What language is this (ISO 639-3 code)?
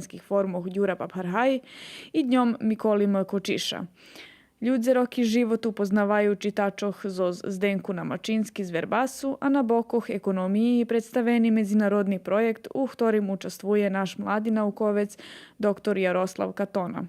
rue